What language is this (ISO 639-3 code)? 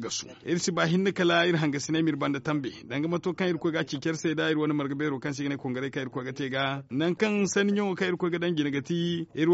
dje